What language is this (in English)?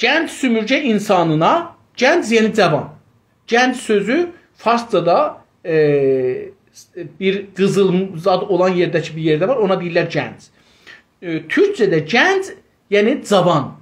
South Azerbaijani